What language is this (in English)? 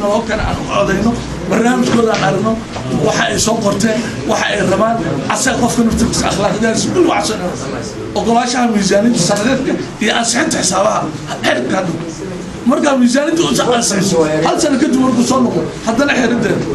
Somali